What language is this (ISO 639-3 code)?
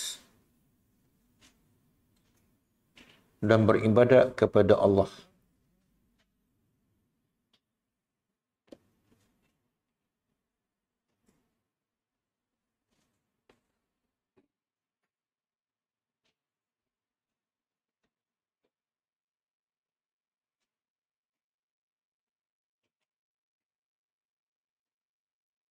msa